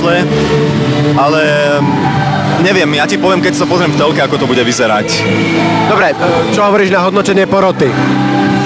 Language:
Slovak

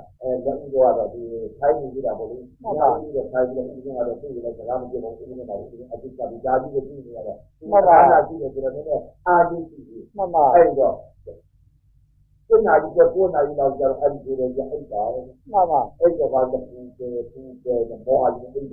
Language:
Burmese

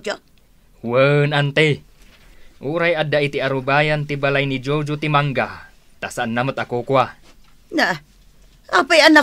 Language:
Iloko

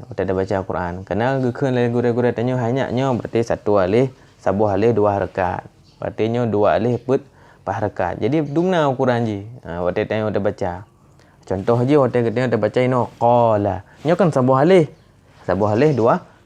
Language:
Achinese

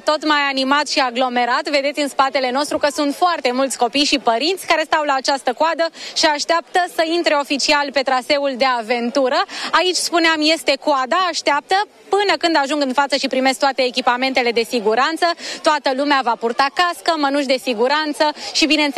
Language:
Romanian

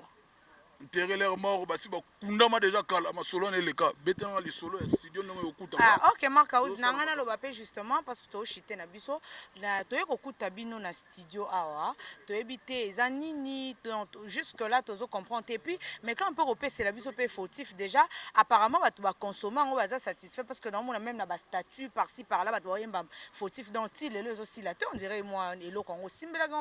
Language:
Lingala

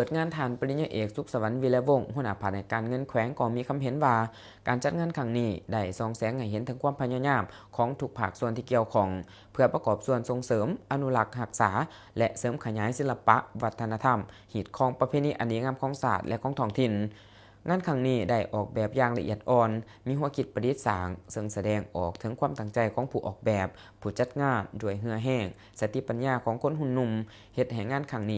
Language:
Lao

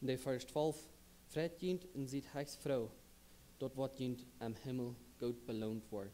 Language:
Plautdietsch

